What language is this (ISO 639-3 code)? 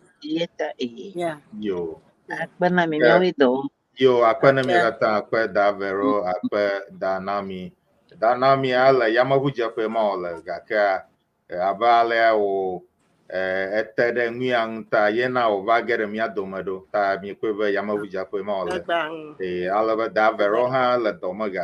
ewe